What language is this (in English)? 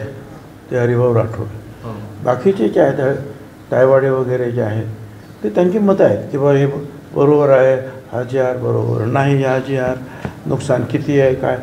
Marathi